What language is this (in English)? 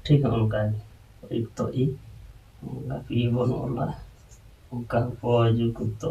Santali